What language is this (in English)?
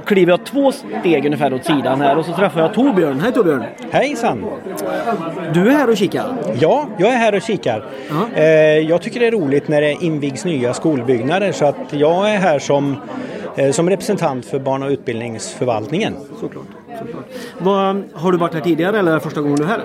Swedish